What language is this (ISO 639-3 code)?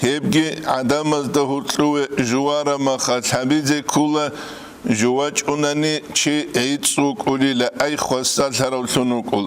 ava